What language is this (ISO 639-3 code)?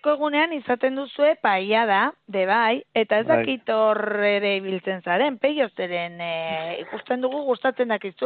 eus